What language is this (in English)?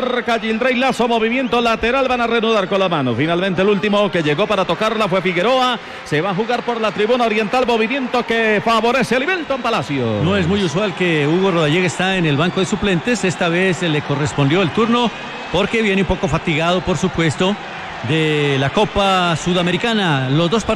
Spanish